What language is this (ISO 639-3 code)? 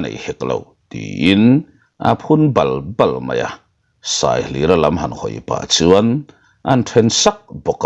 lus